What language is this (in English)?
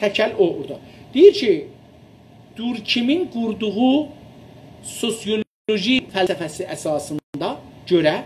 South Azerbaijani